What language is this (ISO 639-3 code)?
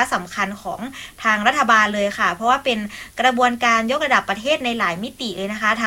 tha